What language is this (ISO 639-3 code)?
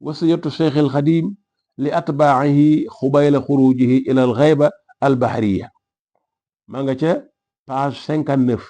wol